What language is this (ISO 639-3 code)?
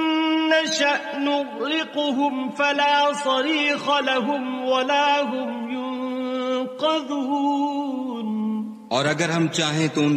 urd